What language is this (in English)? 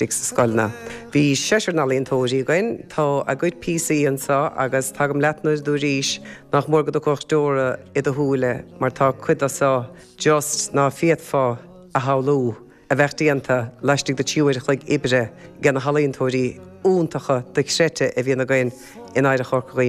Irish